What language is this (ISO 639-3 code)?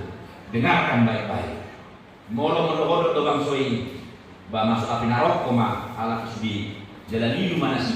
bbc